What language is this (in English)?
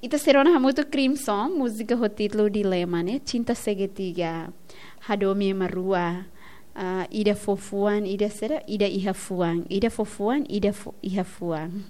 Tetum